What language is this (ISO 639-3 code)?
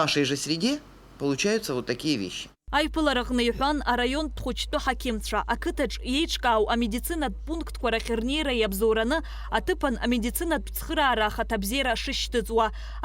abk